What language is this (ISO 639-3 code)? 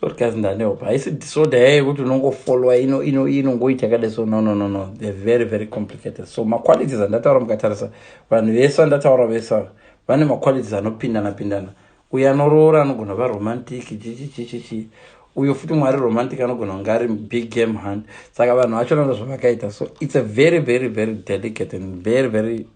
sna